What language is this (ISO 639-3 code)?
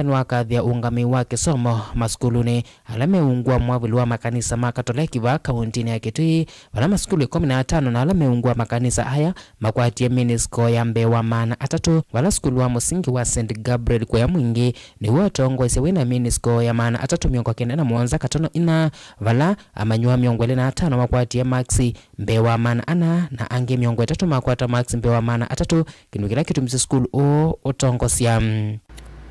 kam